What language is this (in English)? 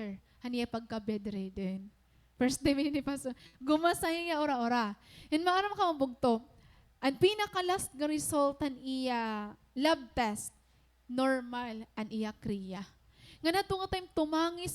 Waray